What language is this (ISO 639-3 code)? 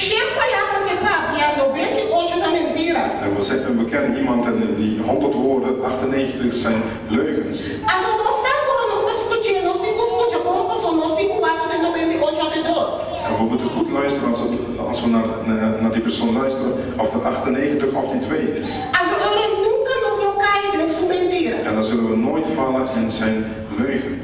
pap